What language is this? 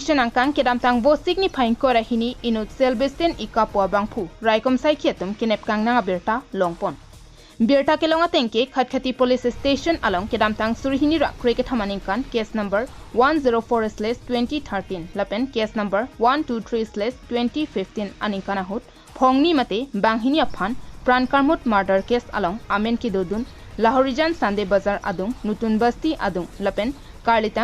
Karbi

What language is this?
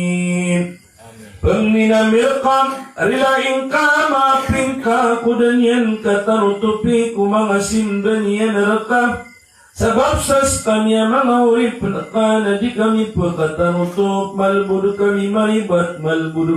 Maranao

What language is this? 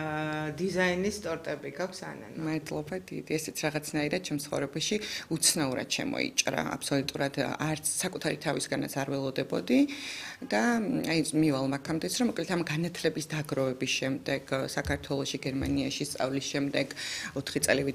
Georgian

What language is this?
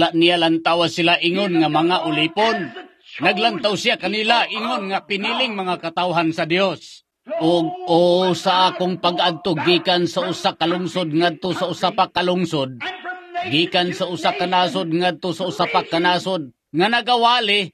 Cebuano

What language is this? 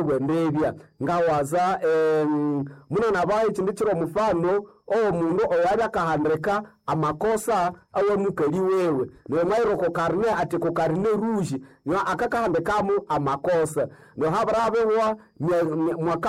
Nande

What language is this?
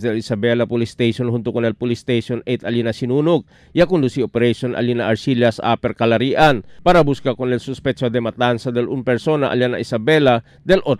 Chavacano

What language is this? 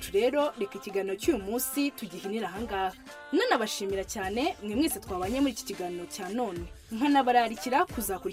Kinyarwanda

